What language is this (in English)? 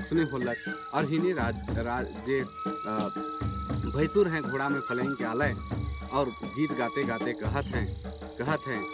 Sadri